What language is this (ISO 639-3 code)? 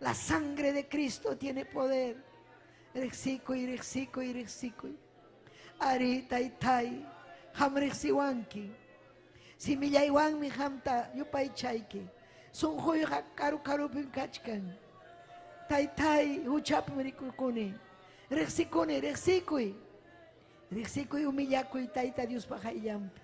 quy